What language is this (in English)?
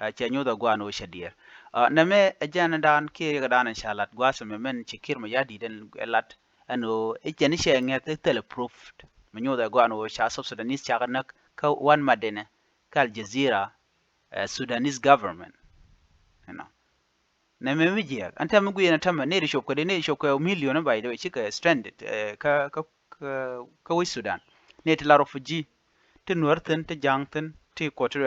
Nuer